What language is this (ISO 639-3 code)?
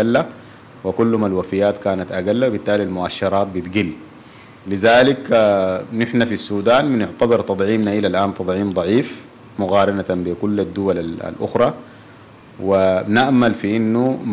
apd